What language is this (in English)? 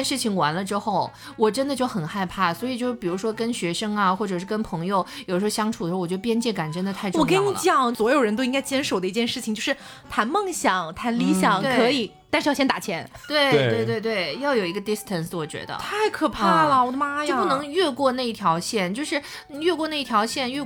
Chinese